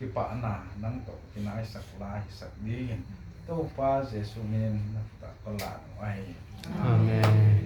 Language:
Tedim Chin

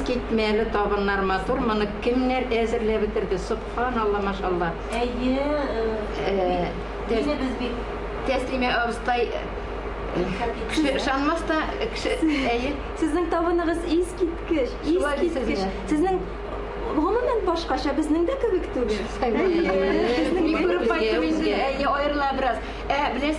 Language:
Tatar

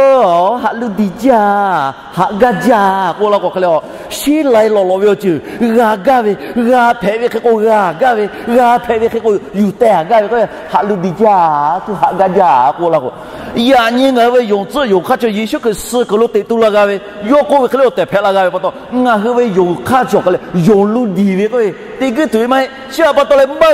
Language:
Lahu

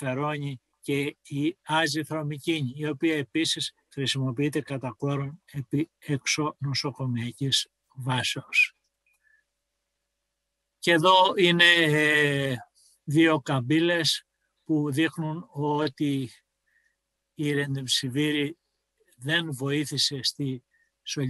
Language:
Greek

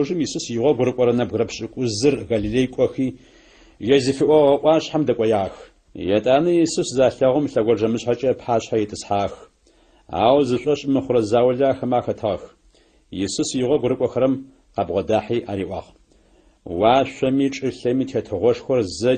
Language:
Adyghe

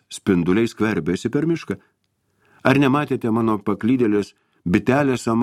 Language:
Lithuanian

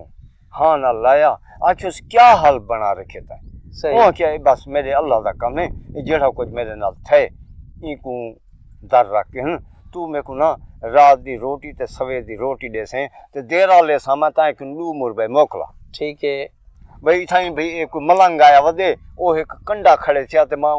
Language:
Saraiki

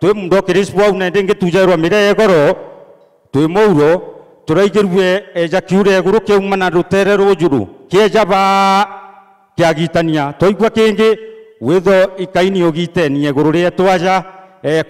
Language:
Meru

